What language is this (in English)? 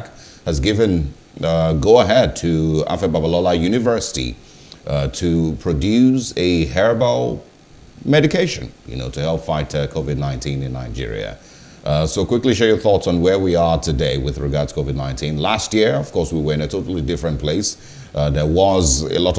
English